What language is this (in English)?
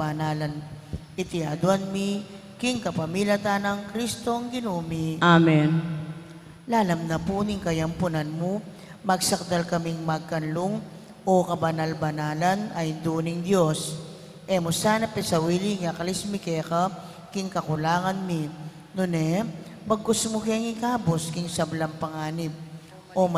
Pampanga